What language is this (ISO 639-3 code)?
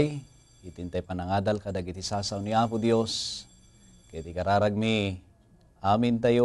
ilo